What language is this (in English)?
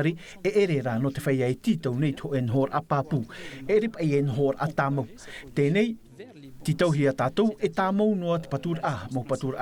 Tahitian